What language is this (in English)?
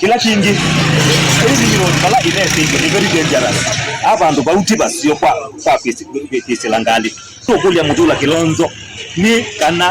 Kamba